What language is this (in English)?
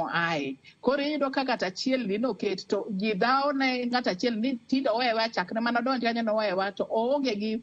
Luo (Kenya and Tanzania)